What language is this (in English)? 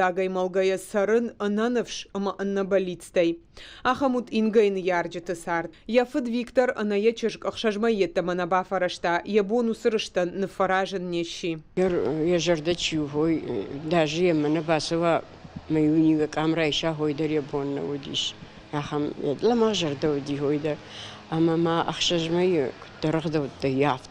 Ossetic